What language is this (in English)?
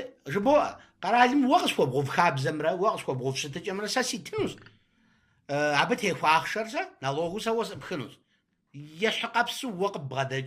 Kabardian